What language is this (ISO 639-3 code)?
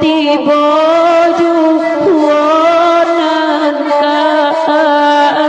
min